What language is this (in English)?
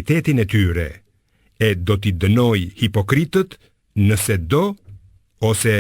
Albanian